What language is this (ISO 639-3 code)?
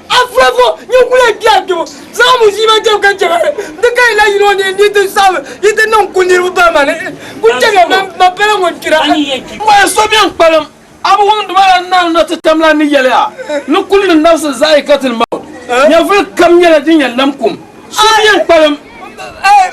dag